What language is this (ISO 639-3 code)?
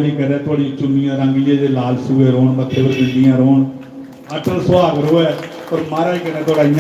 doi